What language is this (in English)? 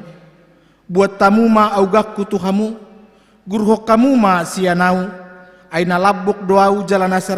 Batak Toba